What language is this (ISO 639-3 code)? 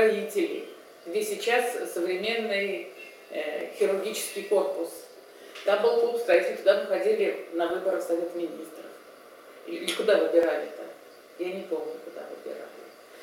rus